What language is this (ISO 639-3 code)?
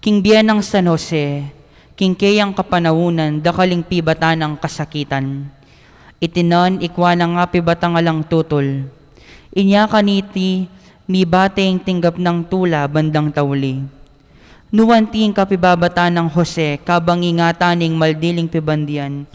pam